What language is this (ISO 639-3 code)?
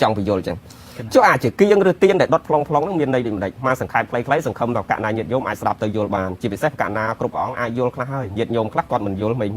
khm